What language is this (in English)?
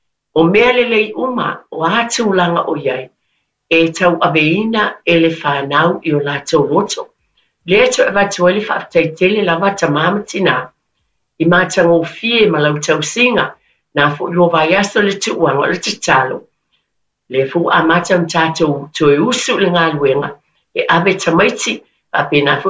Samoan